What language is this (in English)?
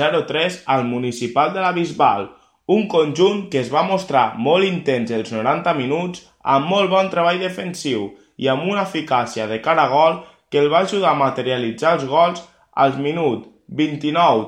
Catalan